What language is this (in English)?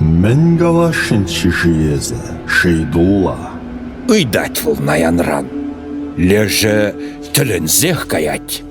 Chuvash